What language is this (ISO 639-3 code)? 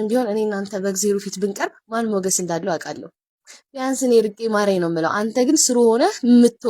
amh